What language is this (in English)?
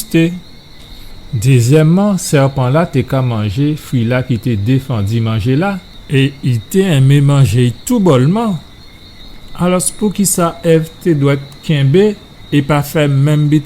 Guadeloupean Creole French